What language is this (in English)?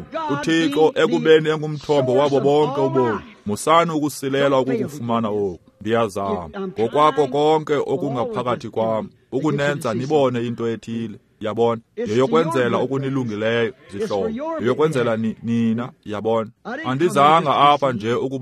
Xhosa